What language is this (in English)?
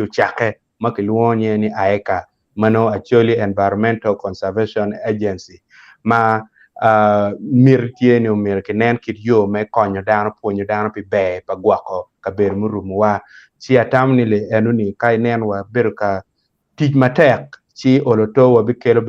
Acoli